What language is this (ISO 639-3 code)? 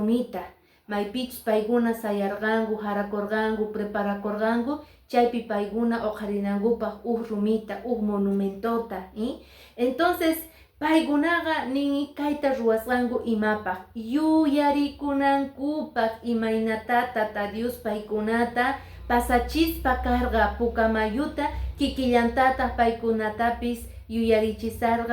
que